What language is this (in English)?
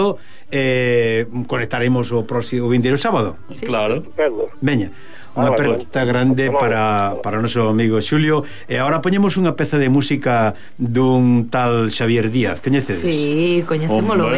Galician